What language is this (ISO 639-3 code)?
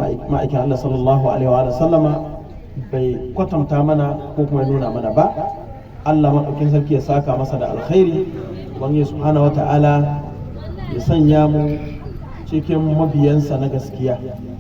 hau